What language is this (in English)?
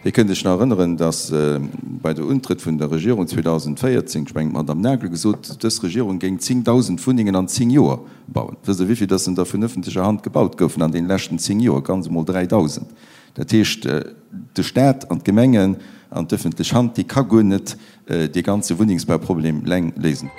Luxembourgish